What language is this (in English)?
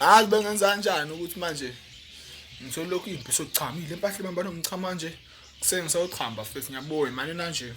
Zulu